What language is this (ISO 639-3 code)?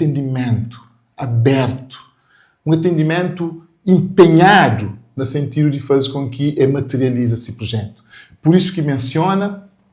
kea